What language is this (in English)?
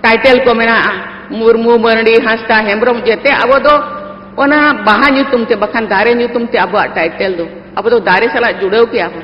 Santali